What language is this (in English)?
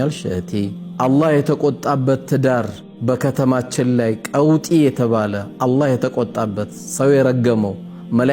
Amharic